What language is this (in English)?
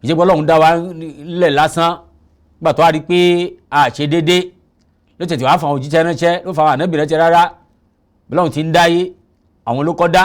Yoruba